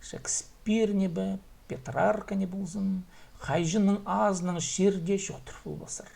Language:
Khakas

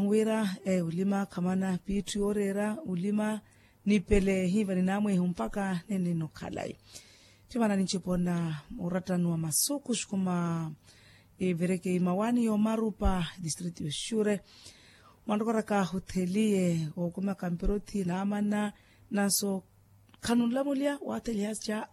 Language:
Makhuwa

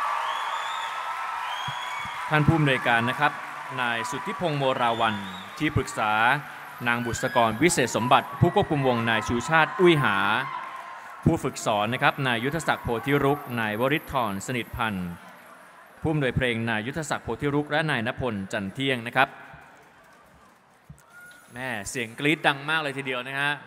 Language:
Thai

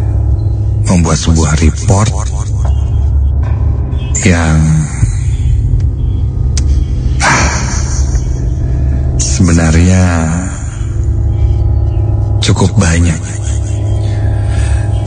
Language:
Indonesian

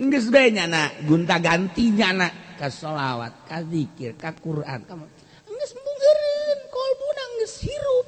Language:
Sundanese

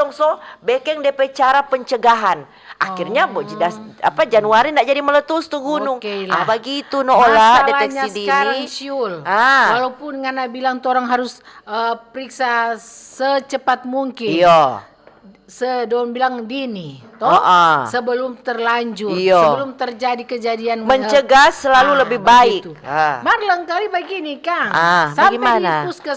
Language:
Manado Malay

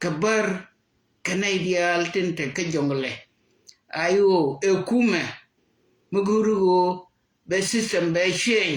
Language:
Nuer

